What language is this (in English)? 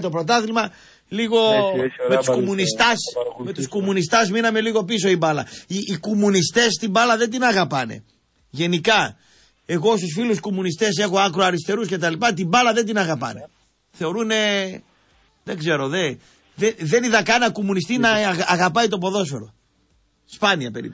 Greek